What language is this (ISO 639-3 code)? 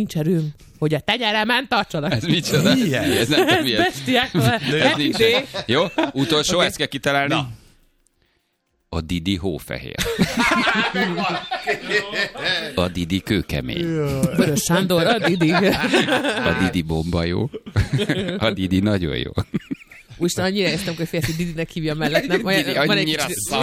hun